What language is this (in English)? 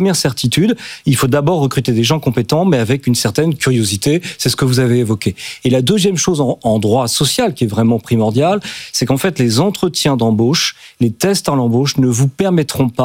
French